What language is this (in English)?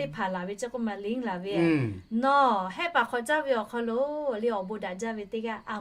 Lahu